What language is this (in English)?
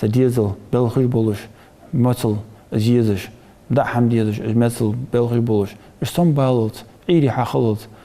Ingush